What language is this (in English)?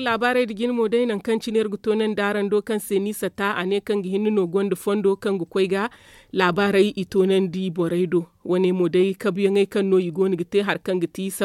Zarma